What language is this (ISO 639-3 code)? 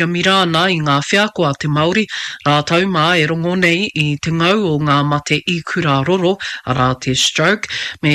mri